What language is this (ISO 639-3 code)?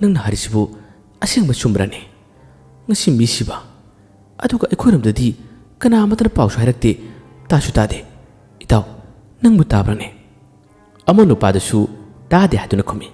mni